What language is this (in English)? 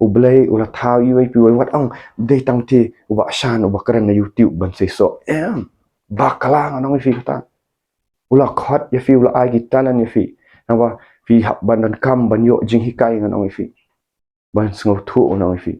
Khasi